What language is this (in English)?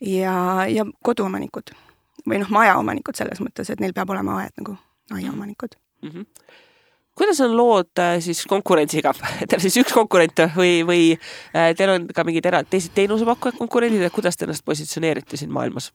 Estonian